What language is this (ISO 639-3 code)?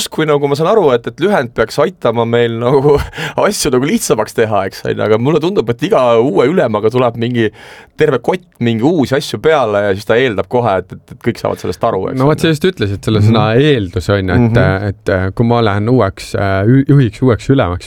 est